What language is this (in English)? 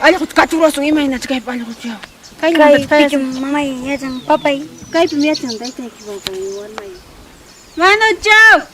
Ayacucho Quechua